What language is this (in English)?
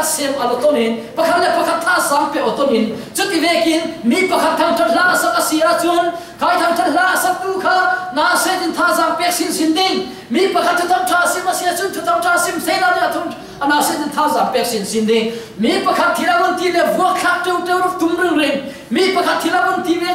Falam Chin